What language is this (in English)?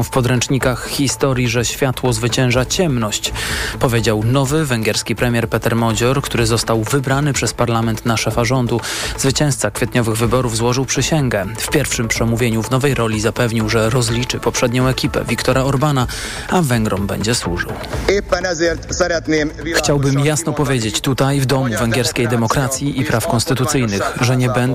Polish